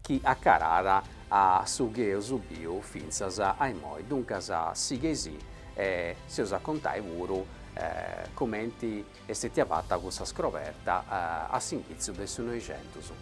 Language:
Sardinian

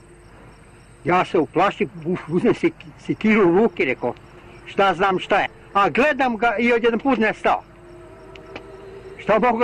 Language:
Serbian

